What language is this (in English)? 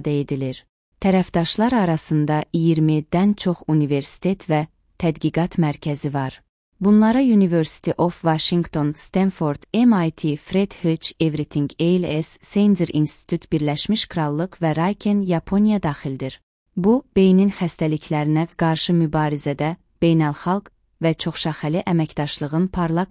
Azerbaijani